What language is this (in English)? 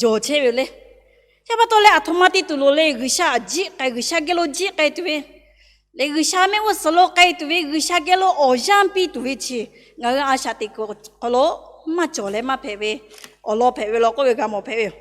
Lahu